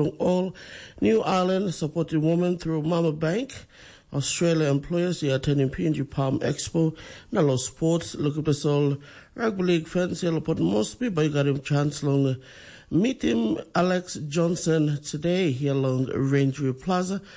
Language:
Tok Pisin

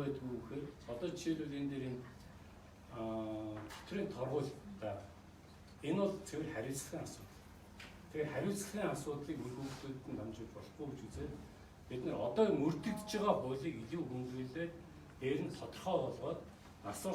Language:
Mongolian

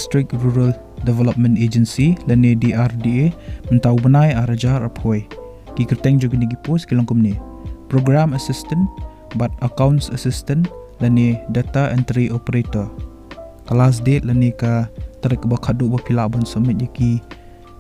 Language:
Khasi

